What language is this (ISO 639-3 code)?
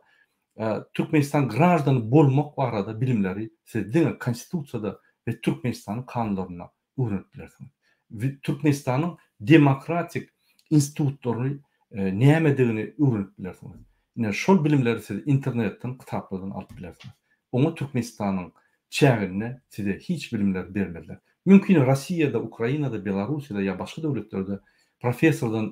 tuk